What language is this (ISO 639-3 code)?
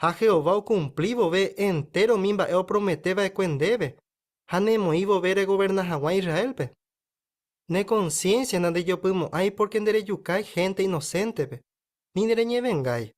grn